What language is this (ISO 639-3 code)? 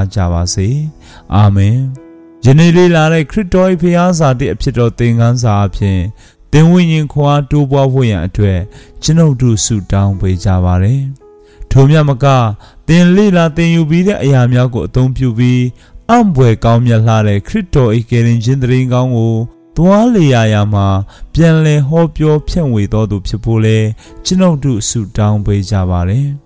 mya